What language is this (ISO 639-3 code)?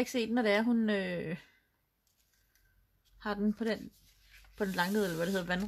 dan